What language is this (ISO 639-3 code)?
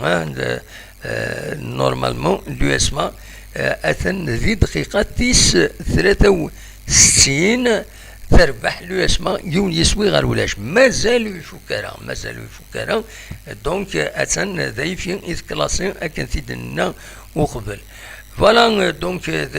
kab